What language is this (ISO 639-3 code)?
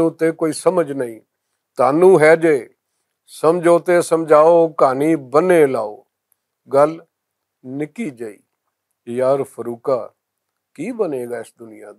lah